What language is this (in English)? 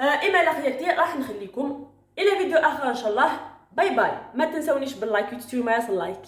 Algerian Arabic